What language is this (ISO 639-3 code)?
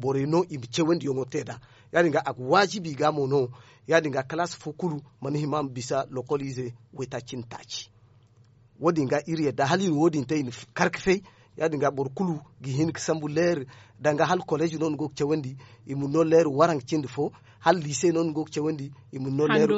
dje